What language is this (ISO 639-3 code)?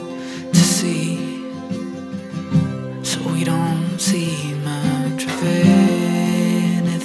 eng